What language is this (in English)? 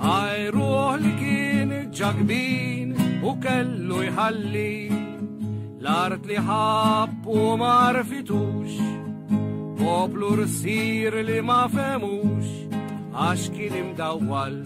Maltese